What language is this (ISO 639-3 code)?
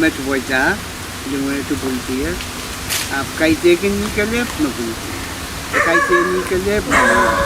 pon